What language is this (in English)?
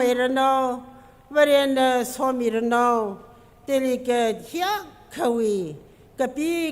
Tangkhul Naga (India)